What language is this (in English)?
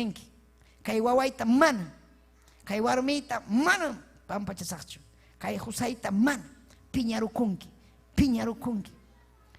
Ayacucho Quechua